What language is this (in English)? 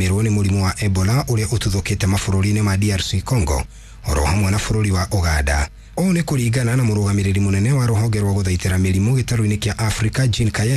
Kikuyu